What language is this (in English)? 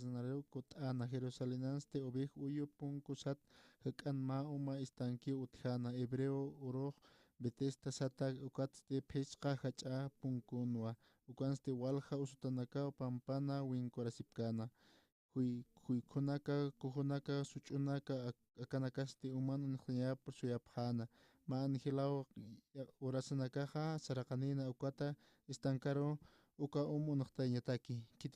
Aymara